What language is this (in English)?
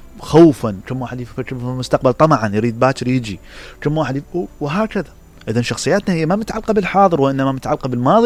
Mesopotamian Arabic